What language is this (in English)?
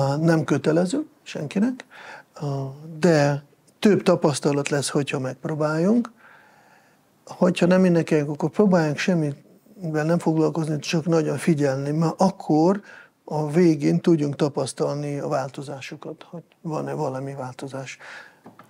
Hungarian